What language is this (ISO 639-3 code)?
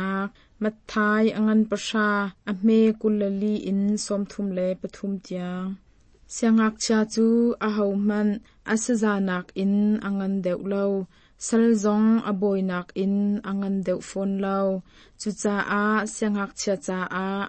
cnh